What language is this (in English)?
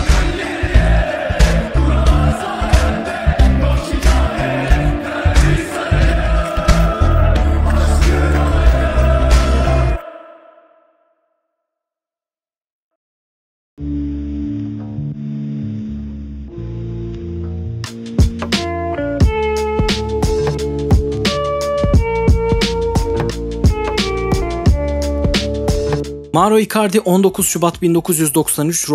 Turkish